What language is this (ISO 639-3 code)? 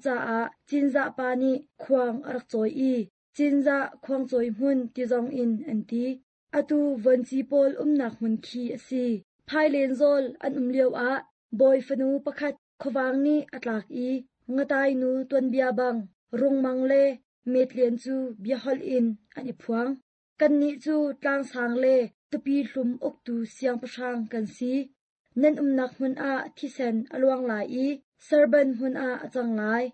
cnh